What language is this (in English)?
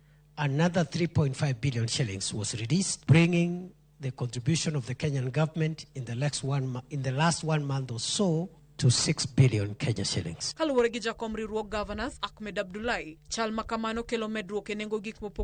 Luo (Kenya and Tanzania)